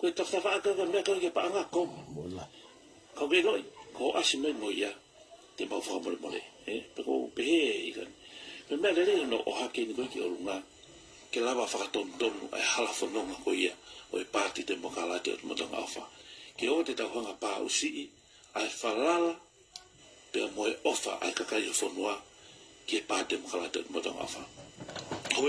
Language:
Tongan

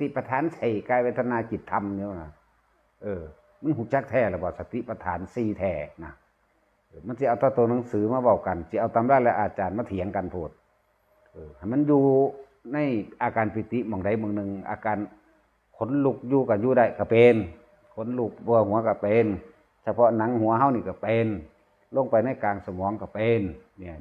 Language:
Northeastern Thai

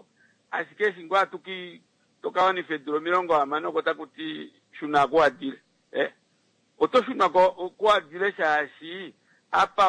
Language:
Kuanyama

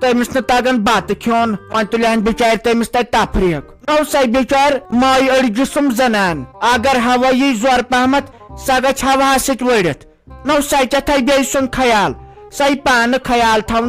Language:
Kashmiri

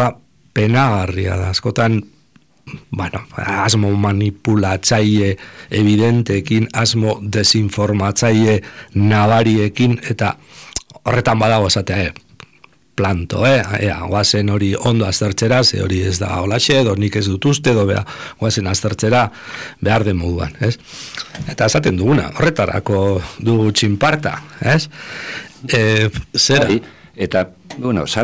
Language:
Basque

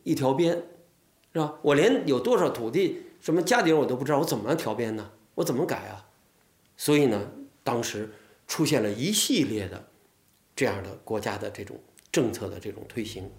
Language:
Chinese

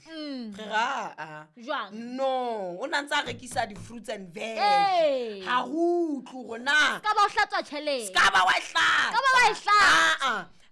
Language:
Southern Sotho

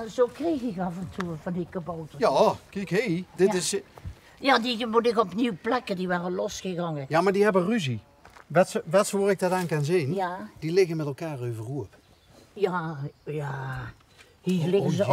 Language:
Limburgish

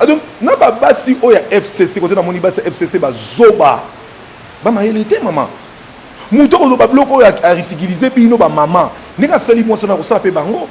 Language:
Lingala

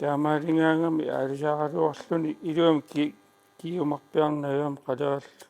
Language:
Kalaallisut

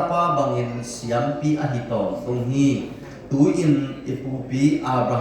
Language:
Tedim Chin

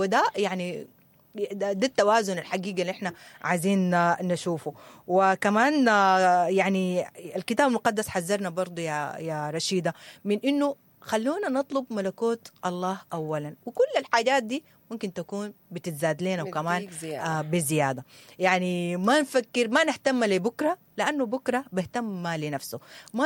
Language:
Sudanese Arabic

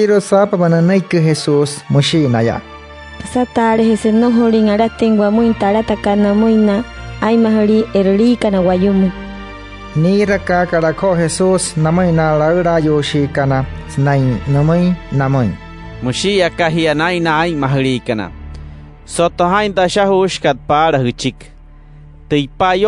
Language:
Wayuu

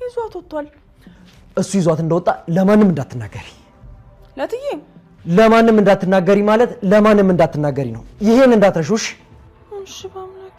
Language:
Amharic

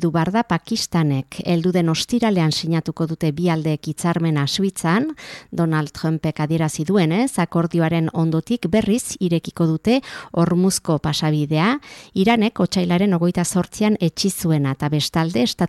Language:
Basque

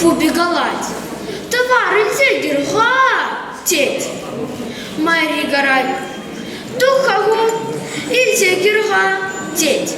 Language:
Chuvash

